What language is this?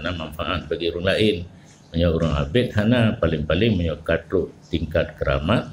Achinese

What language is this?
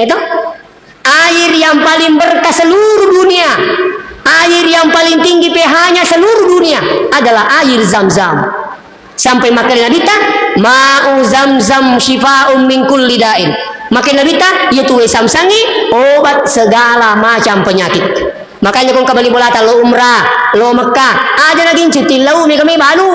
Buginese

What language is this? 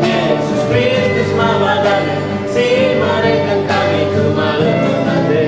Batak Karo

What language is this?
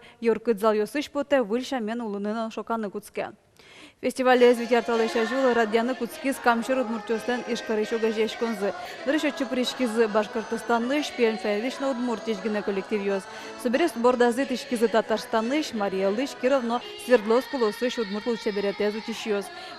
Udmurt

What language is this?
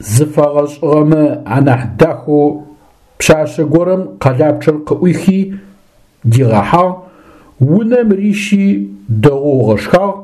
Adyghe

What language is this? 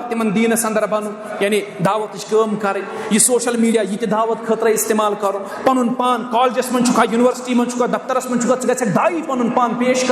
Kashmiri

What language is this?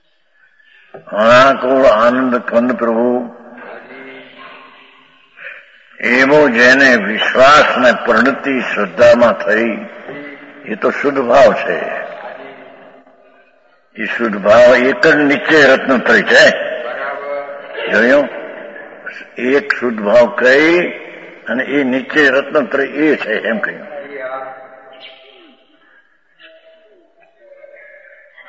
Gujarati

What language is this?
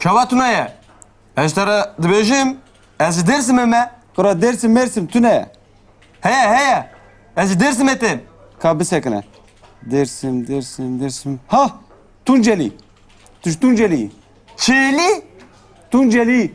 Kurdish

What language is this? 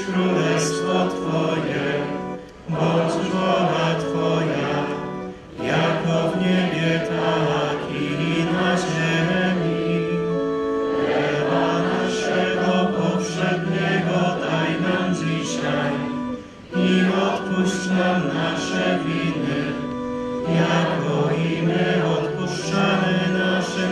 Polish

